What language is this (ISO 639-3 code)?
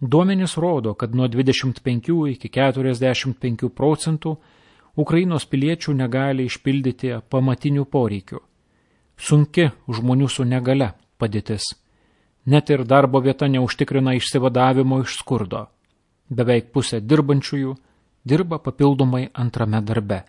lit